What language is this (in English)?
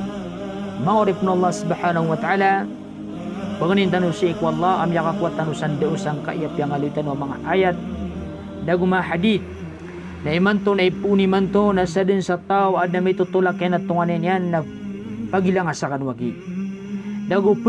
Maranao